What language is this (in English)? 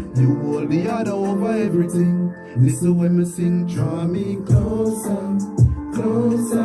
Jamaican Creole English